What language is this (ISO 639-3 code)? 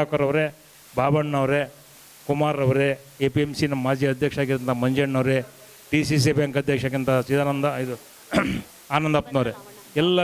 kan